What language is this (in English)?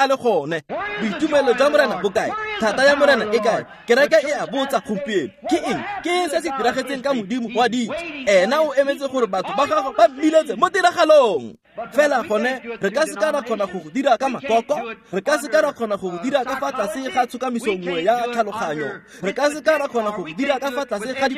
Tswana